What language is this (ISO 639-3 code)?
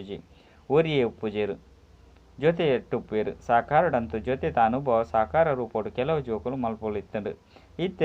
tcy